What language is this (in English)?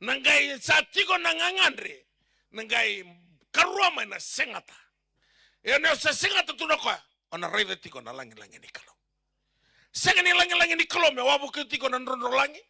Fijian